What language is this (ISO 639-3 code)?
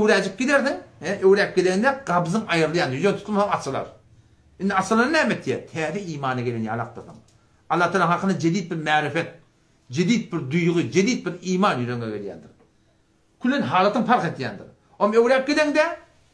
tuk